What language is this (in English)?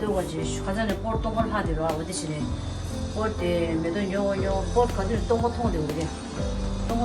Tibetan